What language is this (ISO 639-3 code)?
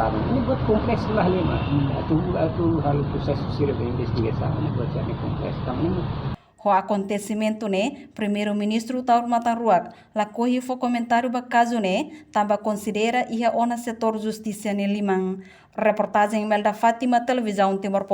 tet